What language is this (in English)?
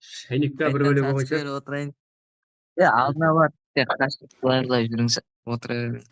Kara-Kalpak